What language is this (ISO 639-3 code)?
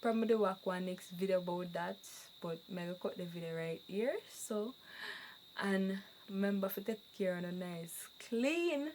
jam